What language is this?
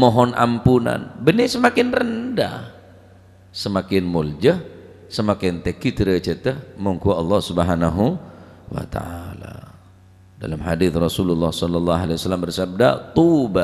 Madurese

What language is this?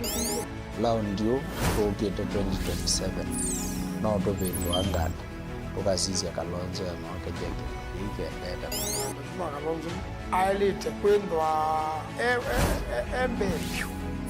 Kamba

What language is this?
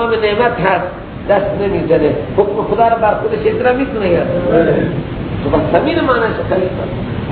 Persian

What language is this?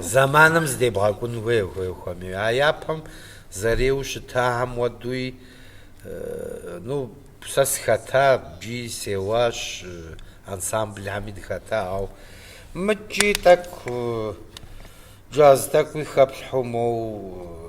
Kabardian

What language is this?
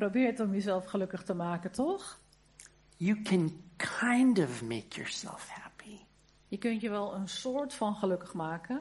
Dutch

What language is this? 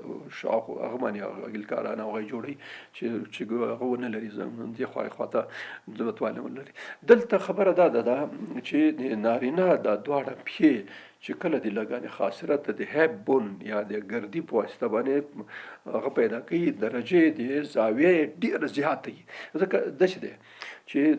Pashto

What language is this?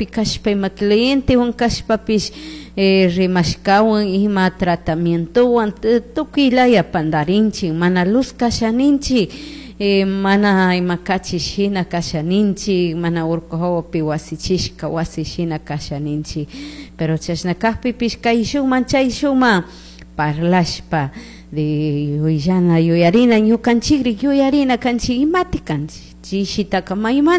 Chimborazo Highland Quichua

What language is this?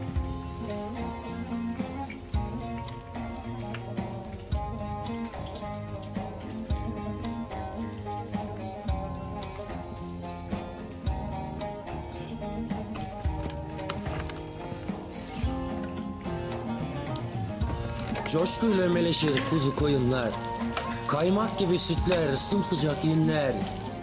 Turkish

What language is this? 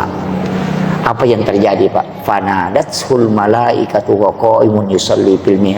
Buginese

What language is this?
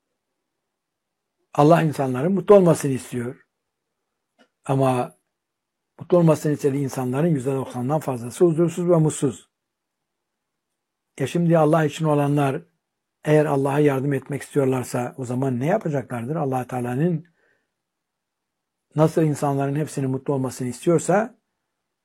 Turkish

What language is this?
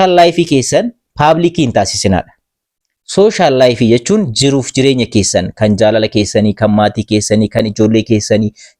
Oromo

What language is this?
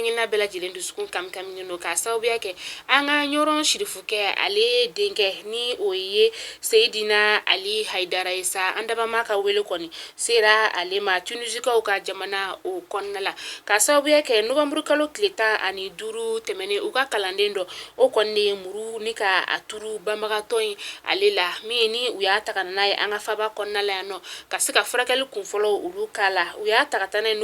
Bambara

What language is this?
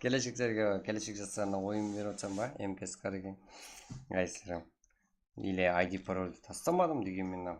Kara-Kalpak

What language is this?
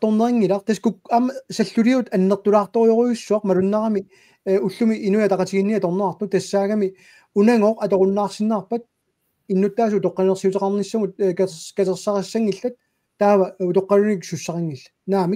Kalaallisut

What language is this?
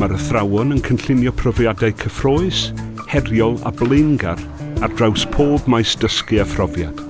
Welsh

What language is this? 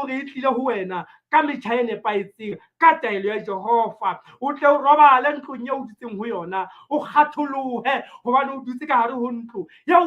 Southern Sotho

